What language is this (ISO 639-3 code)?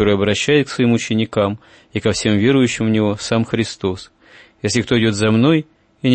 rus